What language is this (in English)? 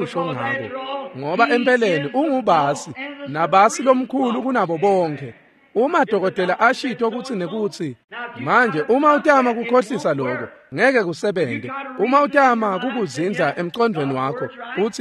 Swati